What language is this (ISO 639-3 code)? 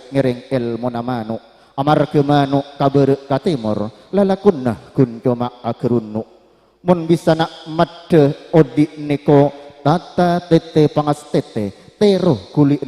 mad